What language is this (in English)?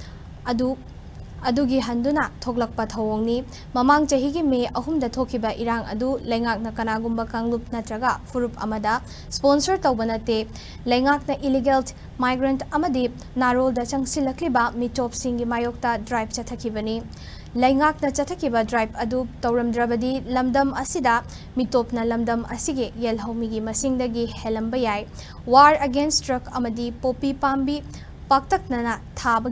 Manipuri